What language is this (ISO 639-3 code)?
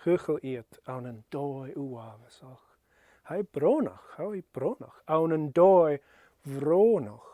gla